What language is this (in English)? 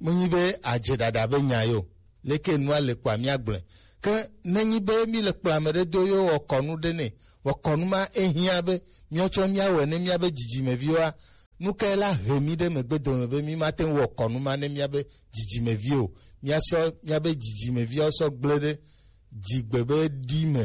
Gen